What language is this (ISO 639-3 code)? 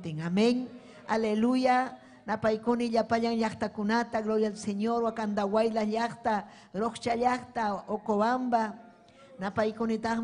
quy